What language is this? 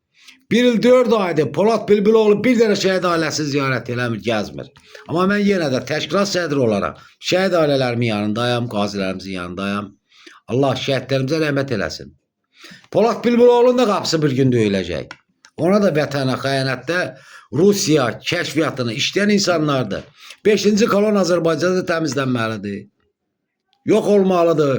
Azerbaijani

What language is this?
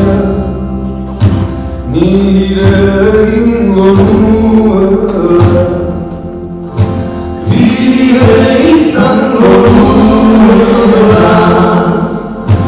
Basque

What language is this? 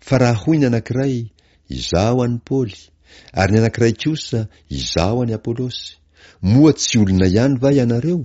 Malagasy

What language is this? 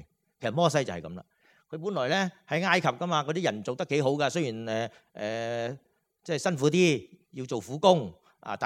Cantonese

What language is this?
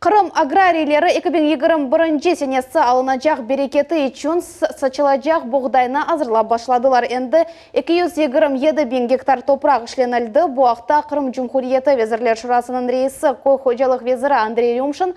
Crimean Tatar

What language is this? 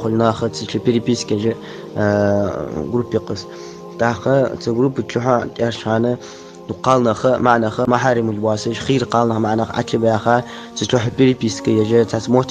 Ingush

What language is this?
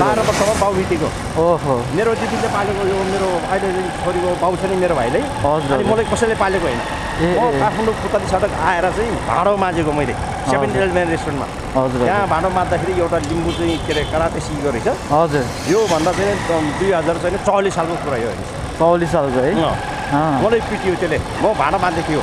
Nepali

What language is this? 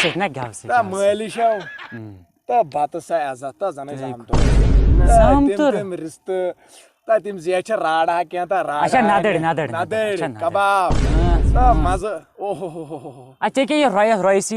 Kashmiri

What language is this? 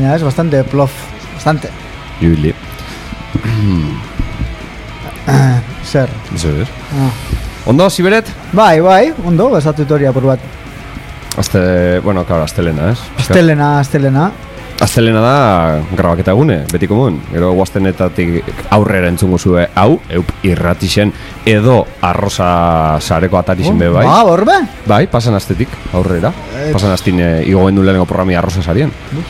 Basque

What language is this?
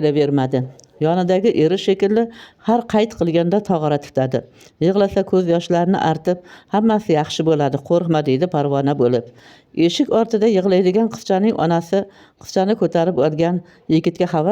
Uzbek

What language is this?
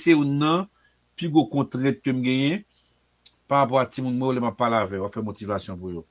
Haitian Creole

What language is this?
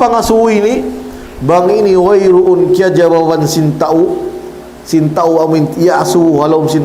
Tausug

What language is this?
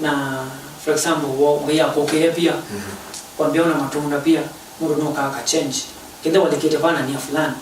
Kamba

